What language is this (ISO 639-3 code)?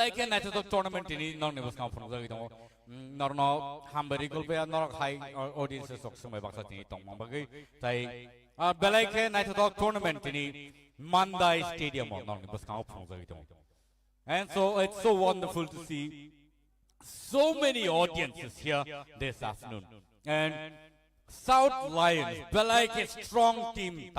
trp